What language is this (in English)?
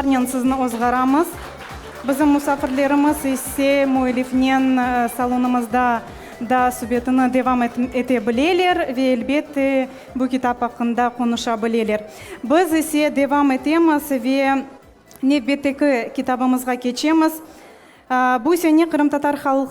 Crimean Tatar